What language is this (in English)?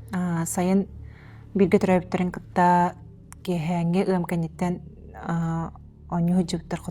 Yakut